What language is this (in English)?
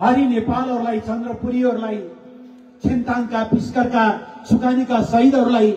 Nepali